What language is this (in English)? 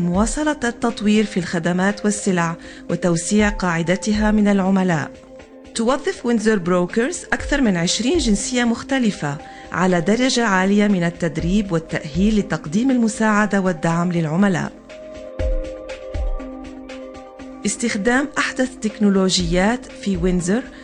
Arabic